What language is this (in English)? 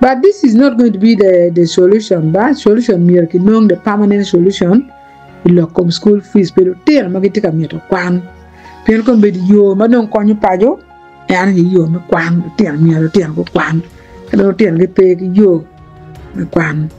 Acoli